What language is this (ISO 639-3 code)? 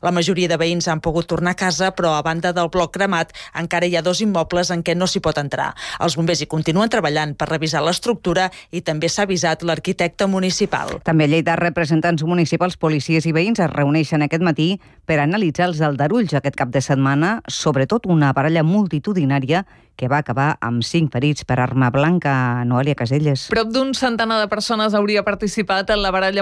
cat